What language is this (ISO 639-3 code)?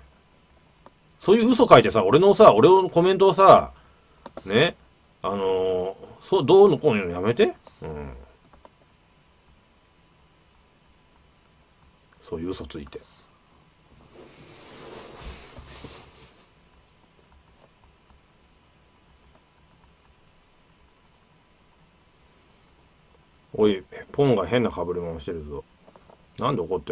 jpn